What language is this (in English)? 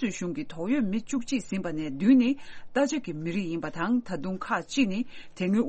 Tibetan